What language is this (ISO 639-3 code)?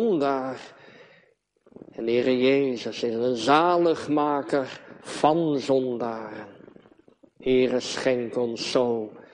nld